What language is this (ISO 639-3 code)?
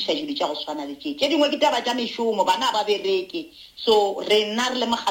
nso